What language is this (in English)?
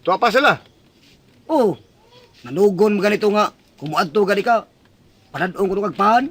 Cebuano